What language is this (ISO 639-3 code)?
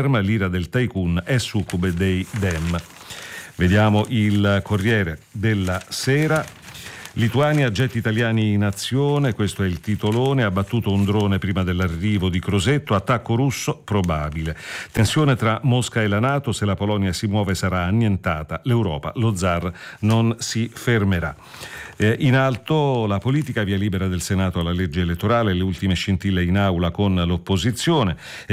ita